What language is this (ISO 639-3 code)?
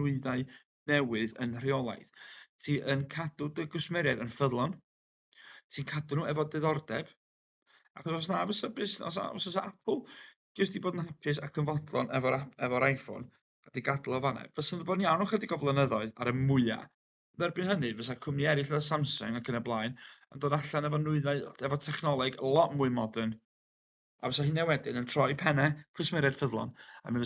cym